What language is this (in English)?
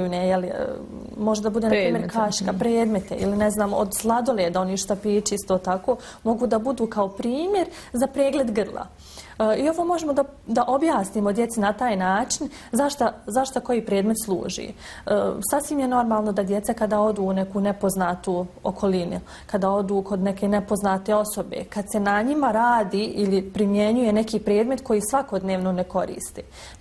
Bosnian